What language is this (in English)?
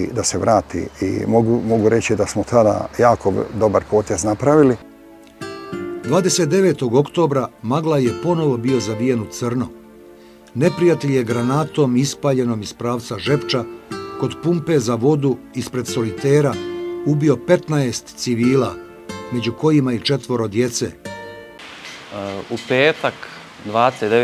Bosnian